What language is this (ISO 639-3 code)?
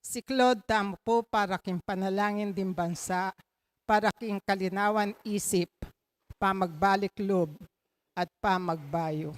pam